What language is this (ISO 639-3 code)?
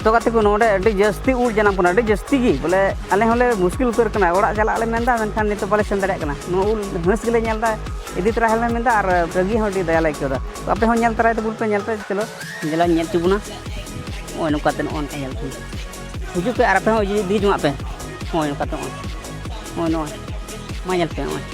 sat